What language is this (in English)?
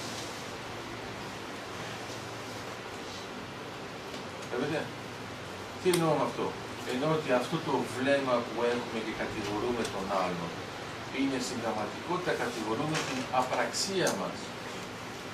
Greek